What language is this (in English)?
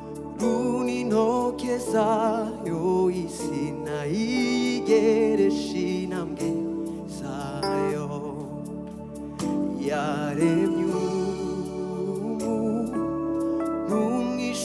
Kinyarwanda